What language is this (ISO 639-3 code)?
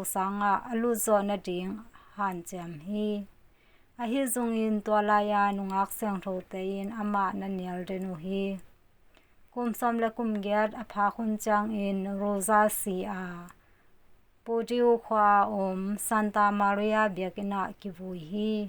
ctd